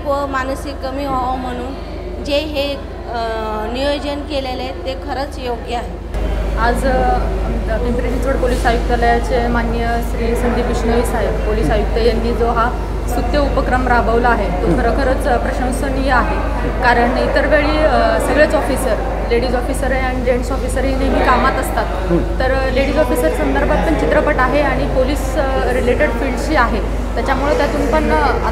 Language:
Marathi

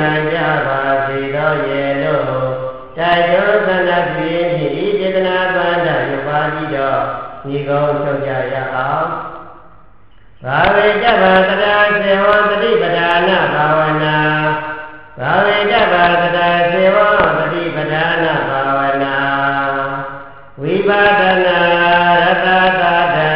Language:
Burmese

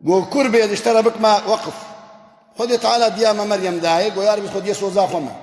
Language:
Kurdish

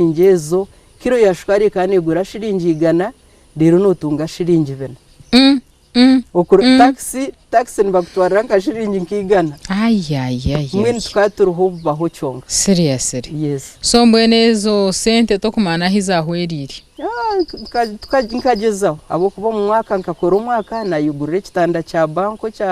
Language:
Nyankole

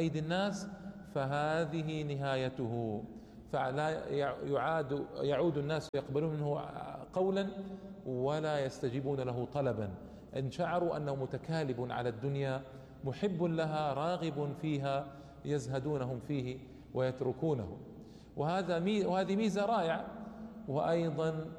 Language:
Arabic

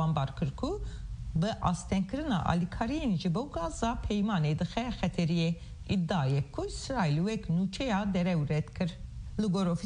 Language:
Kurdish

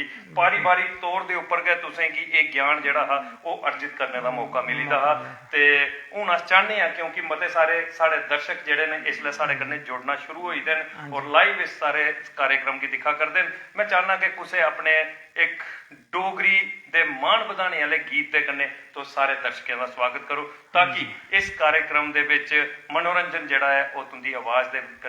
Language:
Dogri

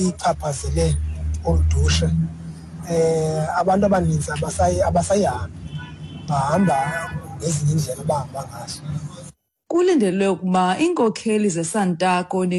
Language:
Xhosa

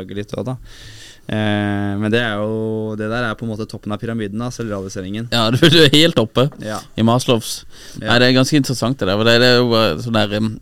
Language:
Norwegian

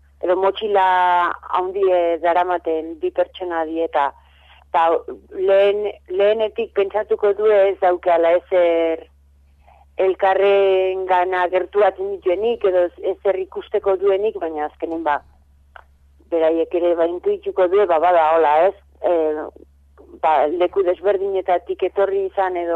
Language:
Basque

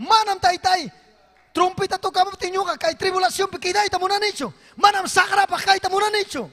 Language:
Ayacucho Quechua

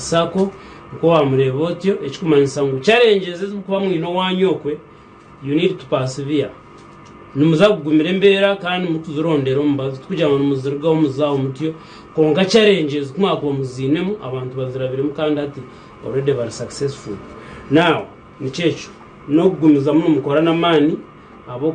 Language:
Nyankole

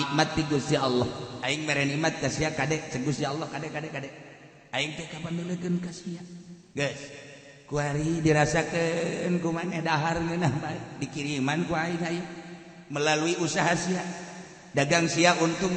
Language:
Sundanese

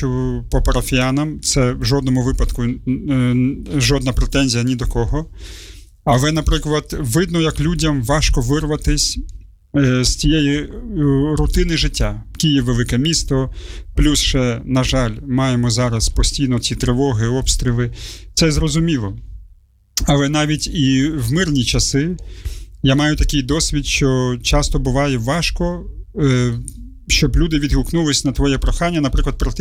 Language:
Ukrainian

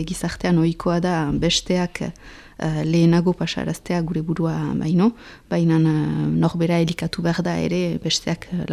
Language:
Basque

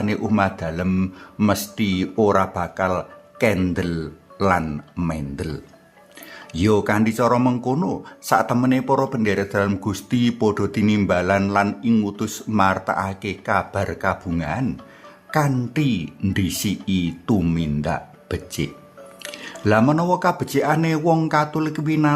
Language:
Javanese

